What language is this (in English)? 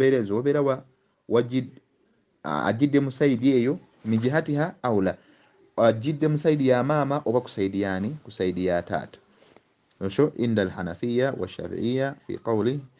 Ganda